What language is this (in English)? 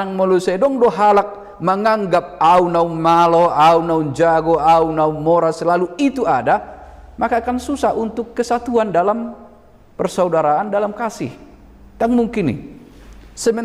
Batak Toba